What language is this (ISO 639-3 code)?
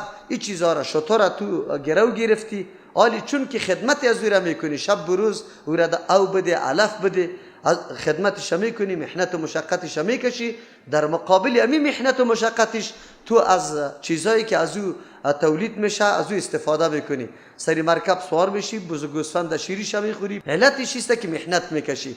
fas